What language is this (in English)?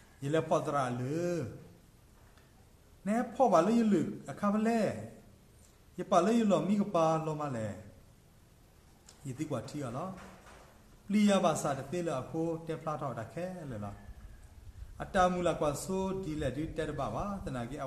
S'gaw Karen